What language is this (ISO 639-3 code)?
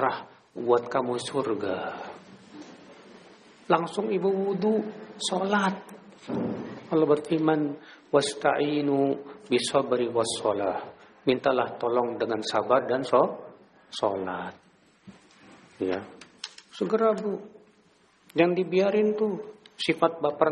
ind